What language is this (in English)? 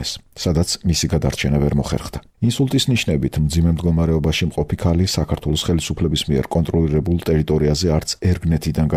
Georgian